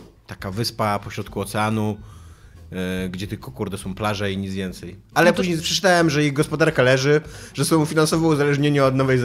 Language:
Polish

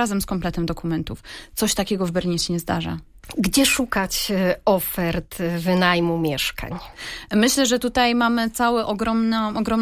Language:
Polish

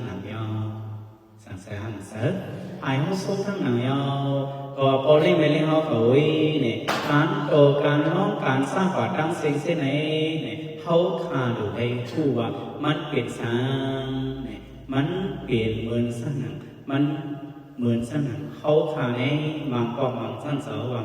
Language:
Shan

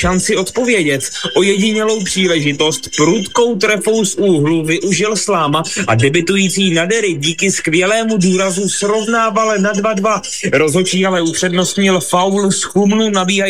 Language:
Czech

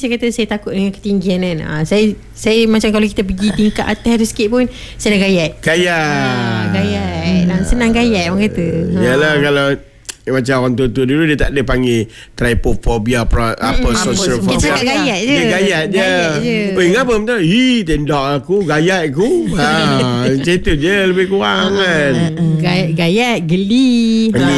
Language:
Malay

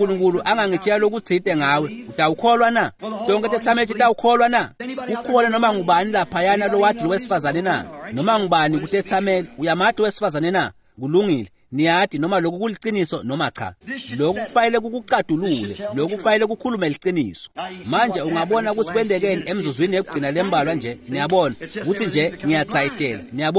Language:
Swati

